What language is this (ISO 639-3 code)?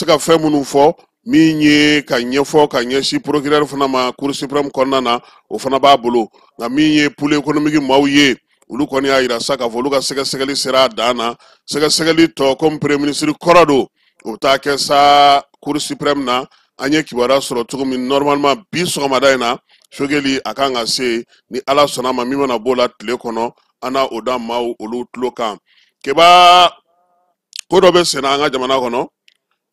bam